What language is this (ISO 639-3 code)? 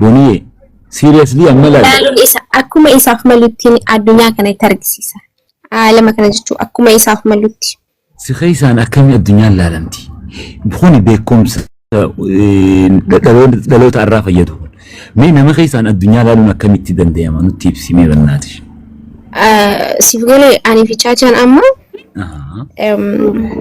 orm